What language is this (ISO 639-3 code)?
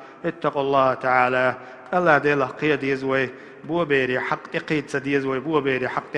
che